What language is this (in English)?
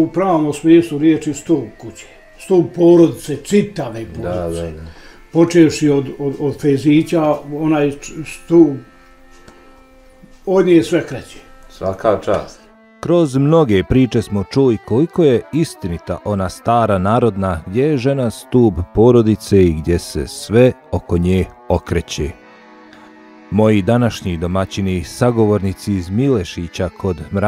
Bosnian